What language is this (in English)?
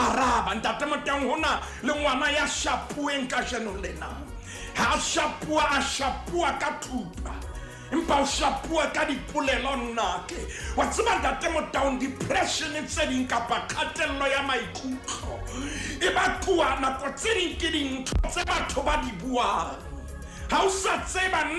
Southern Sotho